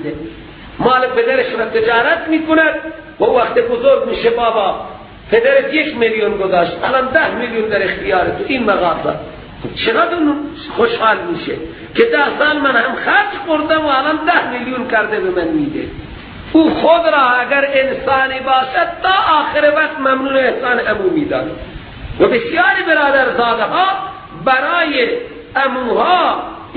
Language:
Persian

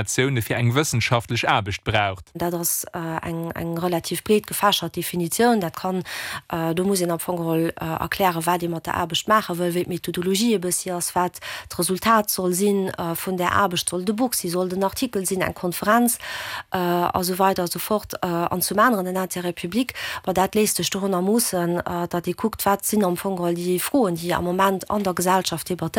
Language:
Luxembourgish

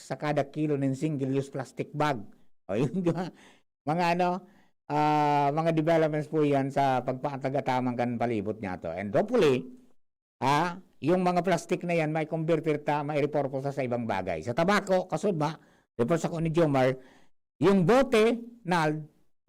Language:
Bikol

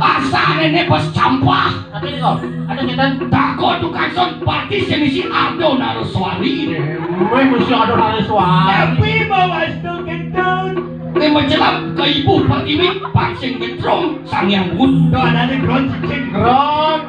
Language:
Balinese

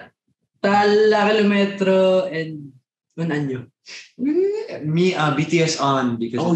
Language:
Filipino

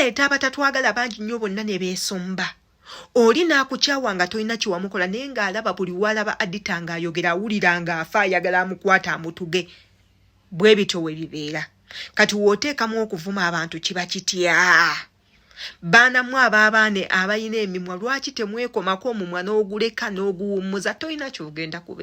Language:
Ganda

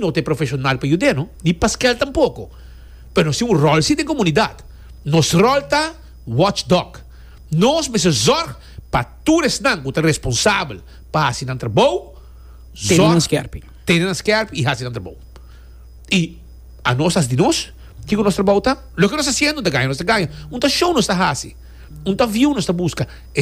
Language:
Papiamento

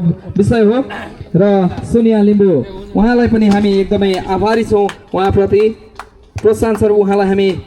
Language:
Nepali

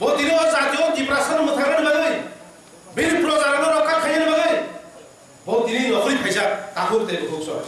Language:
Kok Borok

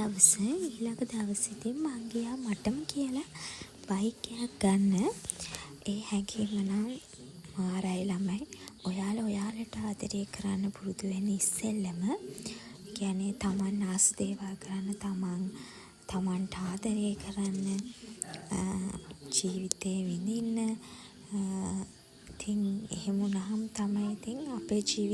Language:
Sinhala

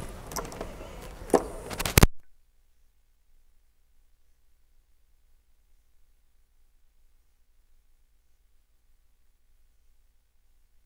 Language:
Ukrainian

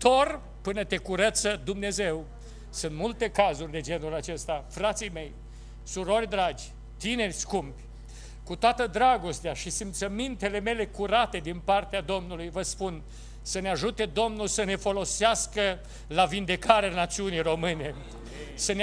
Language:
Romanian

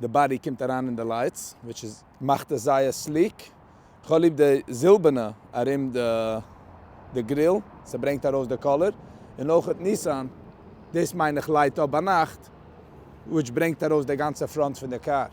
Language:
Yiddish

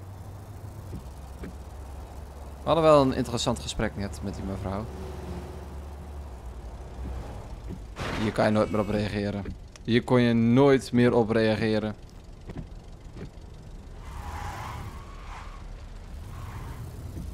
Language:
Dutch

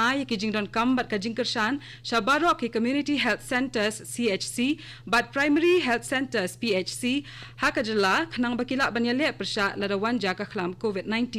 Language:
Khasi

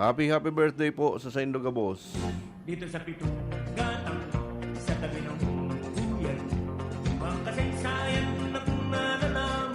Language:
Bikol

